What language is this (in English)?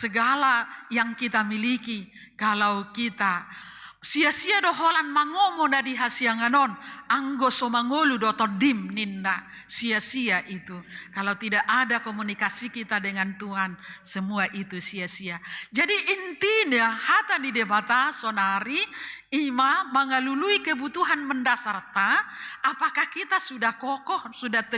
Batak Toba